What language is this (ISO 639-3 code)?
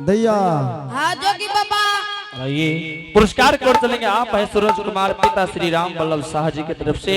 anp